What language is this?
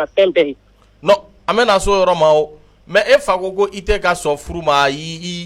Bambara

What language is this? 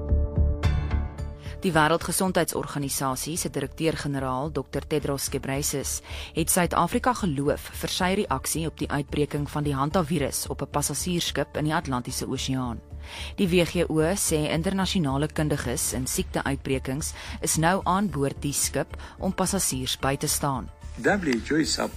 Afrikaans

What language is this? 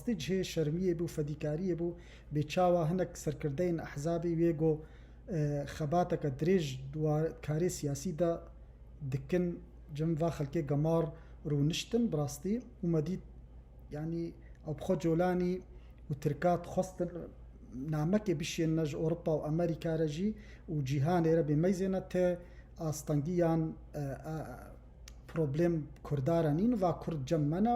Kurdish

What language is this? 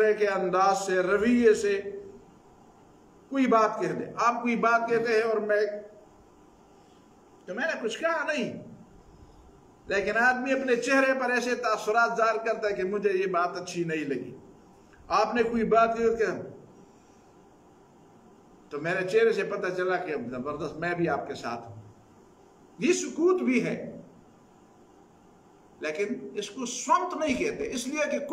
Urdu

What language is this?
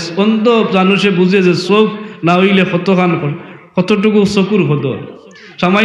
Sylheti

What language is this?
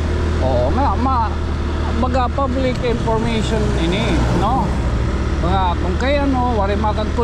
Waray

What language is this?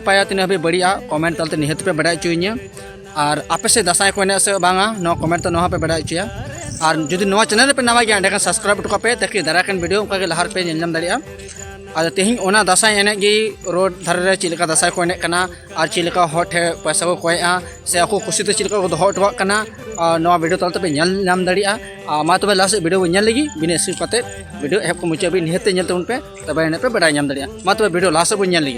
Santali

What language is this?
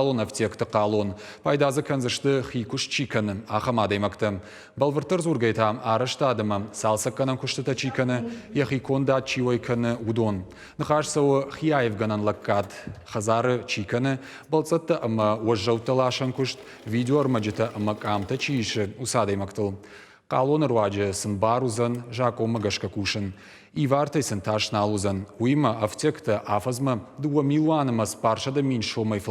Ossetic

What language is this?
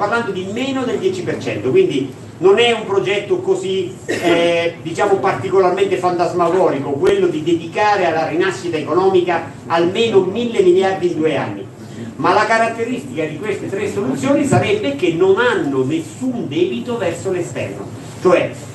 Italian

